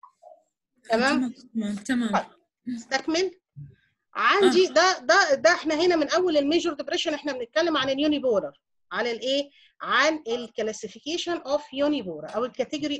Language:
Egyptian Arabic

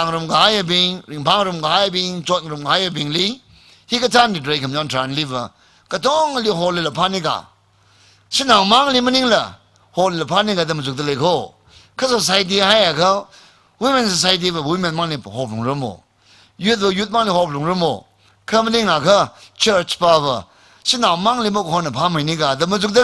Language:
Tangkhul Naga (India)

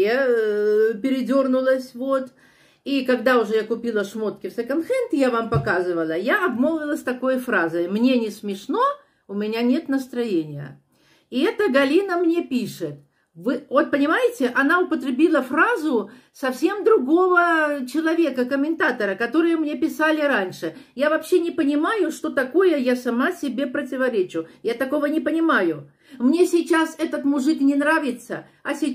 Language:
Russian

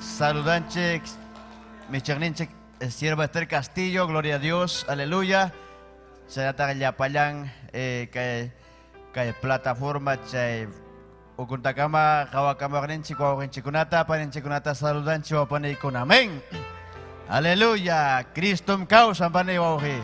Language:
Ayacucho Quechua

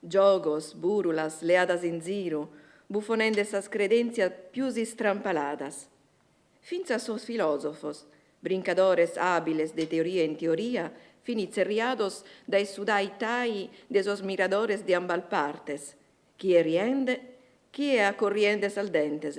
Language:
Sardinian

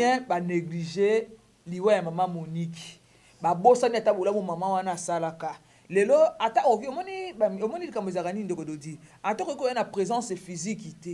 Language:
Lingala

